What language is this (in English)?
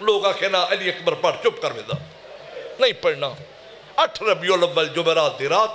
Saraiki